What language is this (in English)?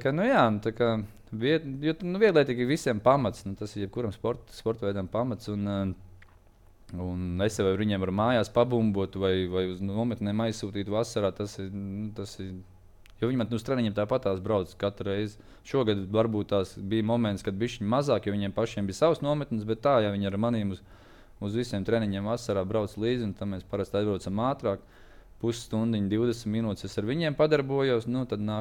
Latvian